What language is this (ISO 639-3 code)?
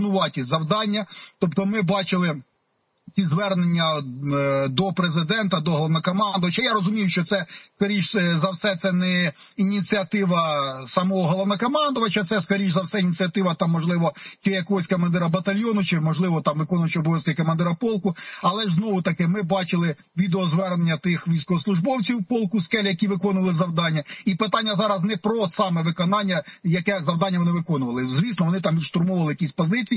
ukr